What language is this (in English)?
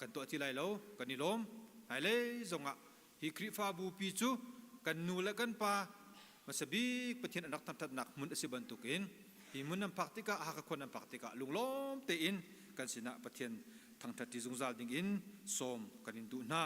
Hakha Chin